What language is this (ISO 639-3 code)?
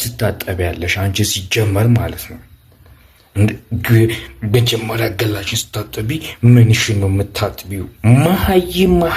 amh